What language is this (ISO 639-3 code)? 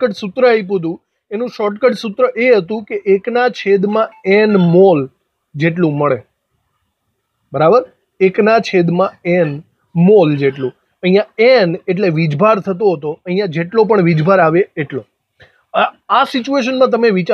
guj